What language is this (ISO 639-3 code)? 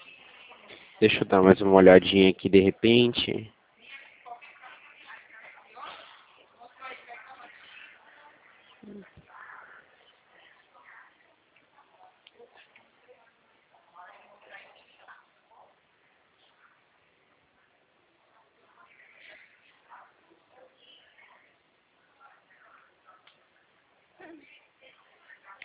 por